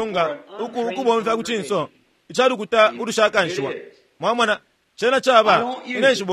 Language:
Bemba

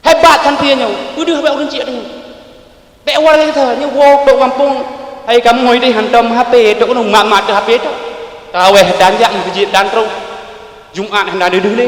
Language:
Achinese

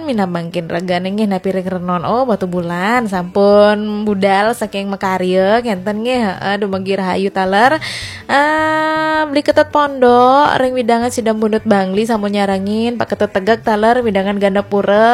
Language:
Balinese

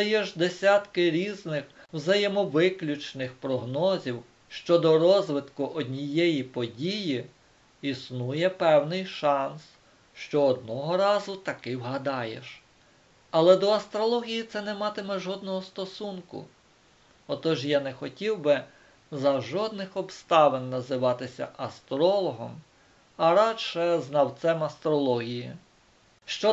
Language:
Ukrainian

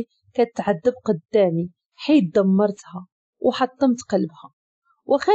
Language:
Moroccan Arabic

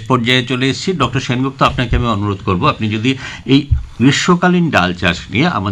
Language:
Bangla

